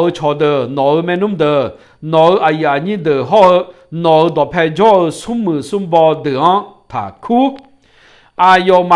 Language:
Akha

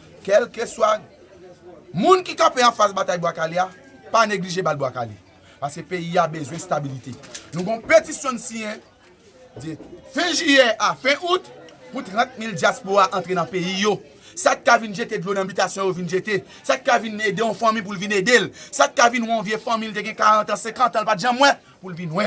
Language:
Haitian Creole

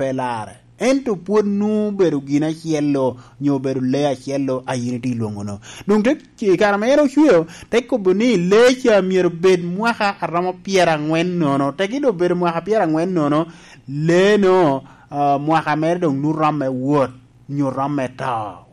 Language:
Lango (Uganda)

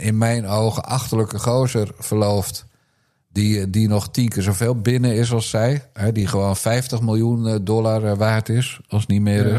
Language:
Dutch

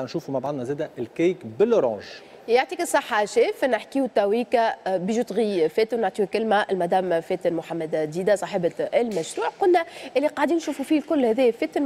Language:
Tunisian Arabic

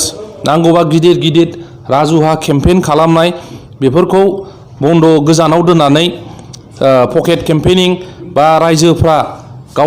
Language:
Bodo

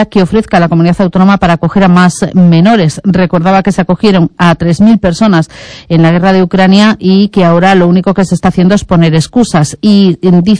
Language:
Spanish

